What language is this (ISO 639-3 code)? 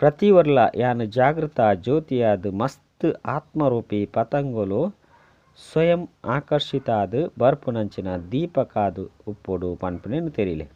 tcy